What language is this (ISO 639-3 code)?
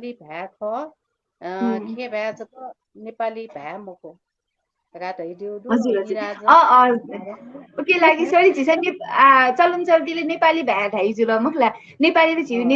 new